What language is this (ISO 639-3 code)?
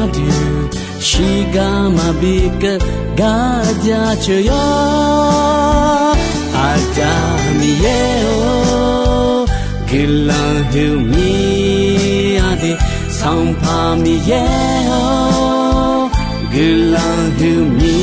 ahk